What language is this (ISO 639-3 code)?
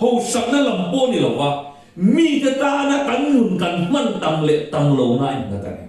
lus